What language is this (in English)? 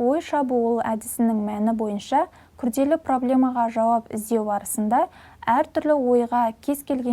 Kazakh